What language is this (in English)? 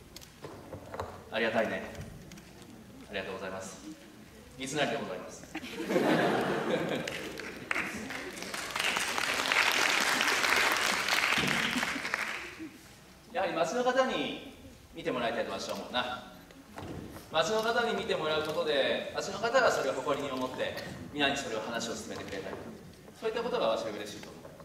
Japanese